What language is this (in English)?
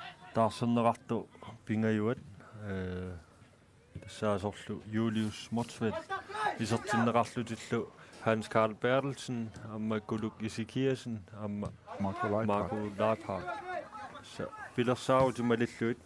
Kalaallisut